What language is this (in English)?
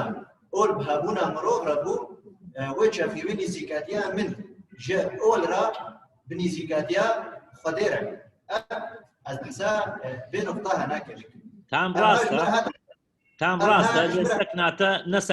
Kurdish